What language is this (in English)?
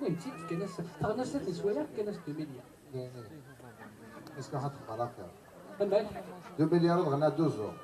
Kabyle